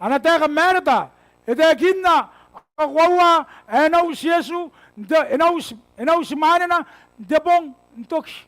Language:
Gilbertese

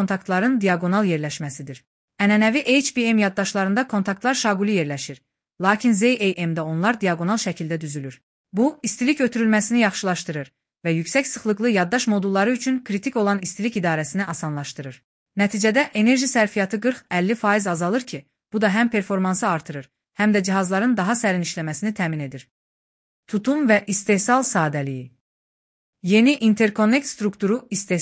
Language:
Azerbaijani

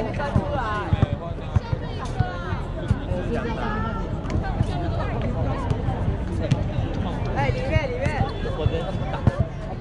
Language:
Chinese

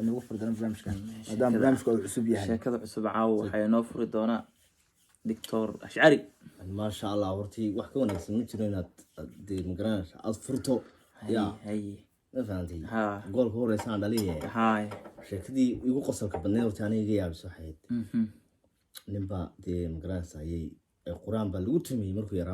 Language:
Somali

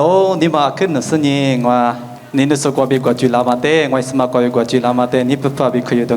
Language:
Lisu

